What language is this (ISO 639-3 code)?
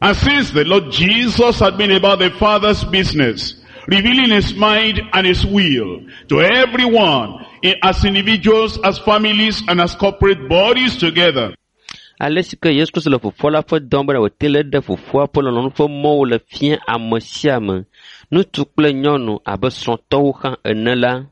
ewe